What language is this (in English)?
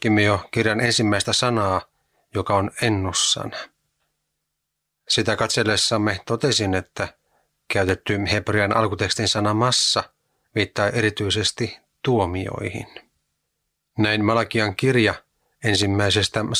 Finnish